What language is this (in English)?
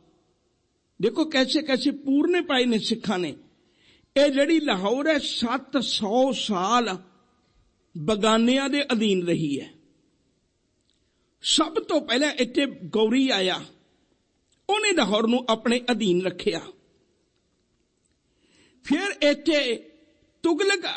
Punjabi